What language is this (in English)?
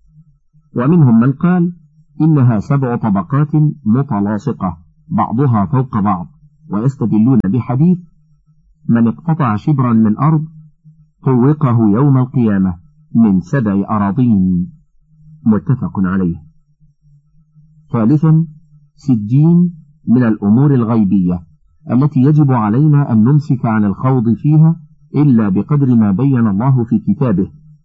Arabic